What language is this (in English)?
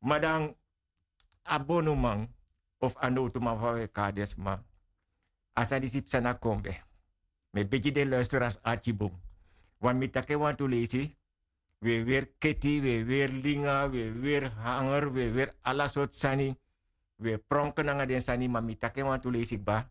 Sranan Tongo